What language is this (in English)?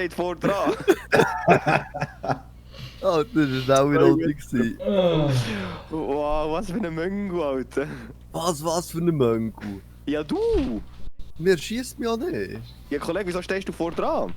Swiss German